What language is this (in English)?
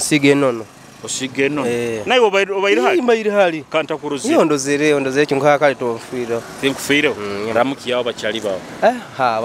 Nyoro